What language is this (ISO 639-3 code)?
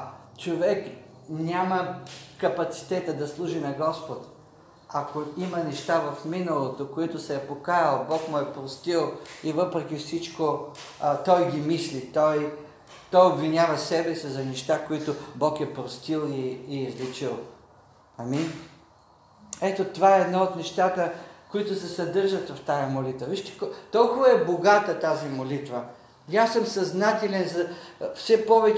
bul